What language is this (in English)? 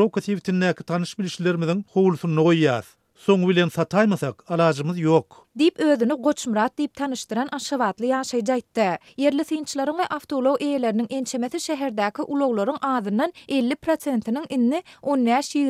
Turkmen